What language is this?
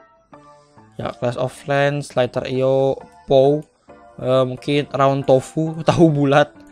Indonesian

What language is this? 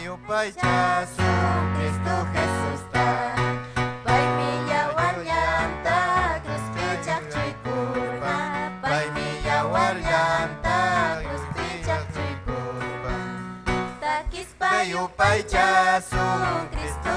Ayacucho Quechua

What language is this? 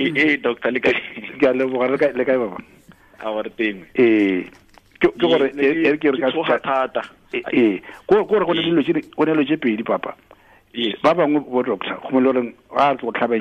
Tswana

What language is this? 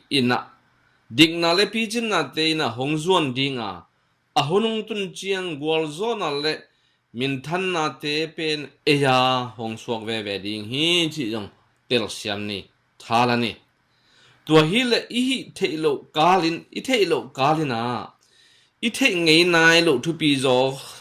Tedim Chin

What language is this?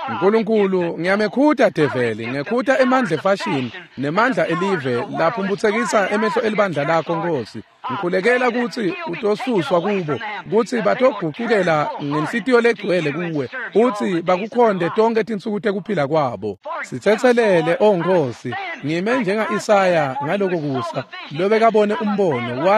Swati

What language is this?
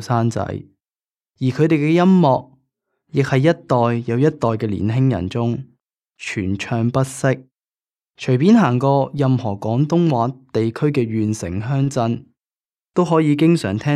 Cantonese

